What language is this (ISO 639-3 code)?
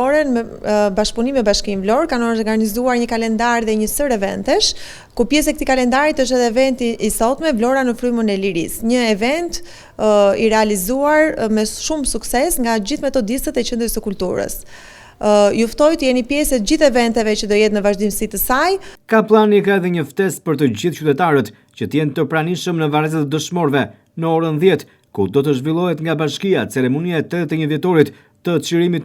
sqi